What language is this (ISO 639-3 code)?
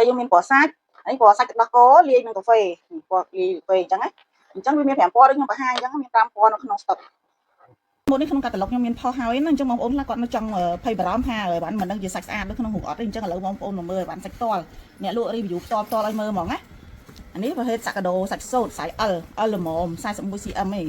khm